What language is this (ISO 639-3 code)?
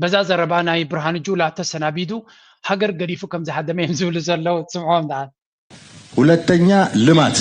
tir